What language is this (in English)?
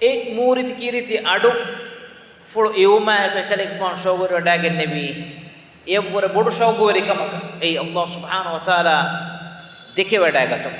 Divehi